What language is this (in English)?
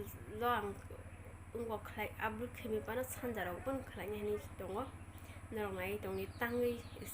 Kok Borok